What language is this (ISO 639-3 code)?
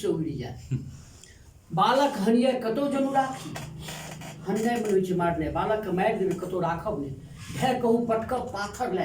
mai